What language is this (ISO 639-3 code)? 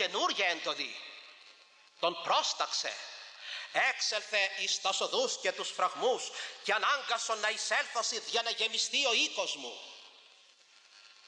ell